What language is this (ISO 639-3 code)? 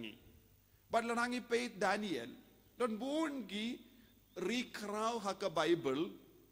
kha